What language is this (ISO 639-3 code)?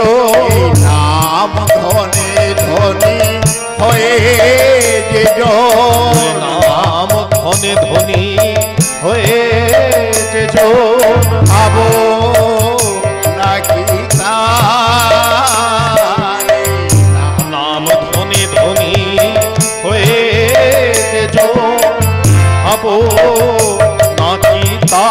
ben